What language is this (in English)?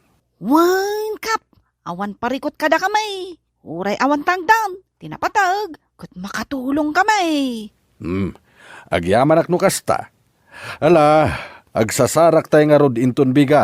Iloko